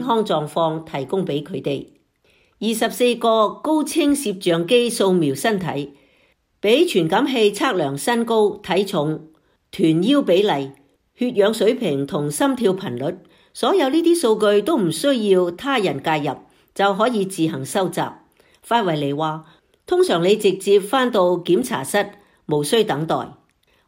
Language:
Cantonese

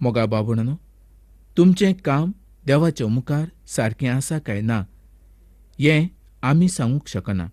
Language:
Konkani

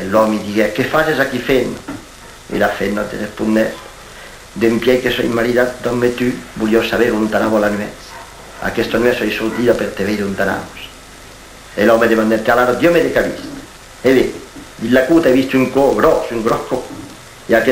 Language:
Occitan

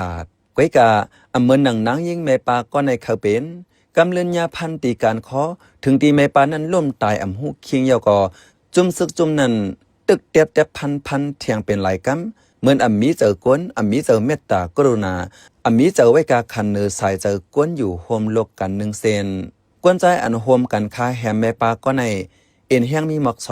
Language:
Shan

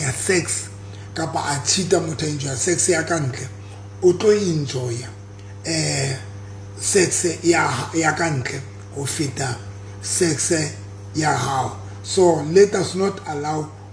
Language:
Southern Sotho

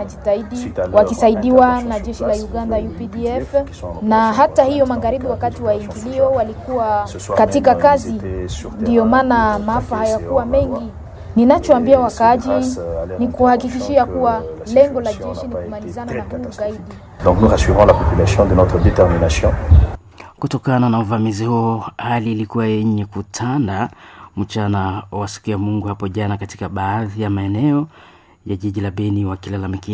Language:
Swahili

